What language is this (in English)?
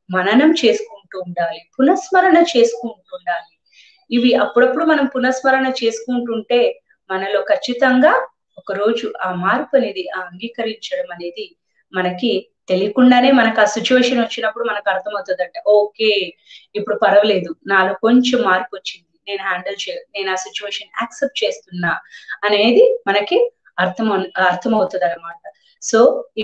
Telugu